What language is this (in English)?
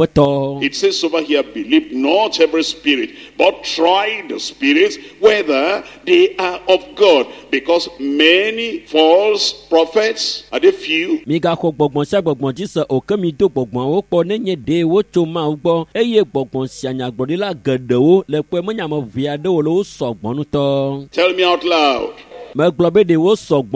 Ewe